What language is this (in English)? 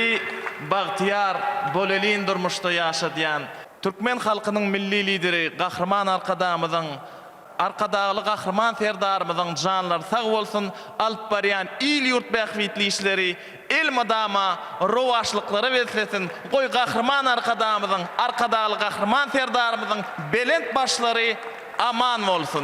Turkmen